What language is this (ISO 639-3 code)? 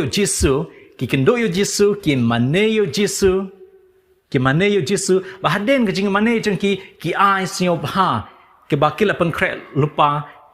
kha